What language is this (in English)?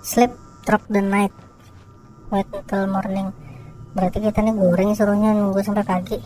Banjar